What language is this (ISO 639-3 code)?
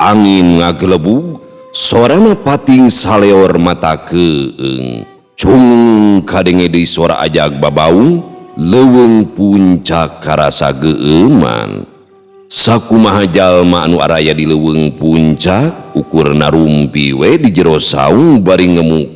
sun